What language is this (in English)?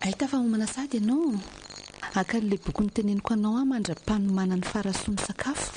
Malagasy